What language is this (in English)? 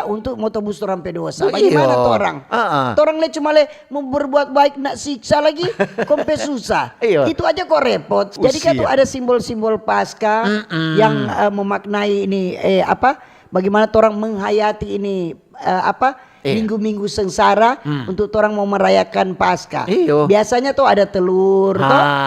Manado Malay